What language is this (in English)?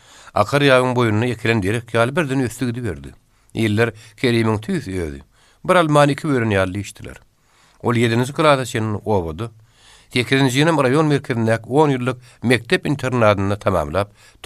Turkmen